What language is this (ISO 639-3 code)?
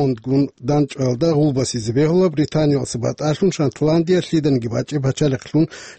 ava